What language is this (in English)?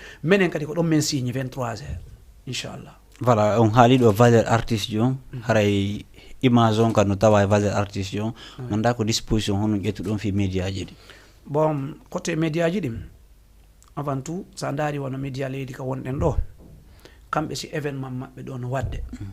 Fula